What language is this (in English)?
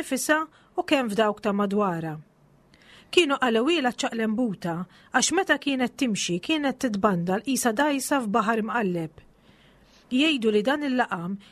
Maltese